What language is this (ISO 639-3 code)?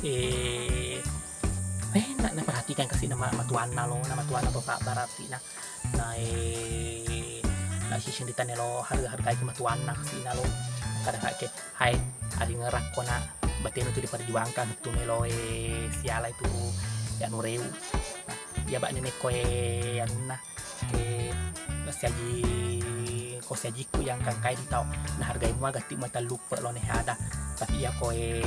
bug